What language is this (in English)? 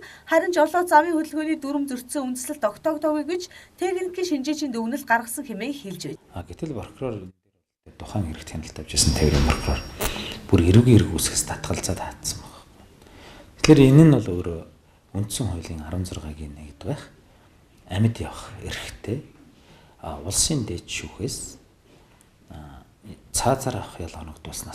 Mongolian